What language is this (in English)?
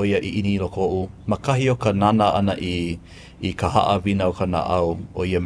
Hawaiian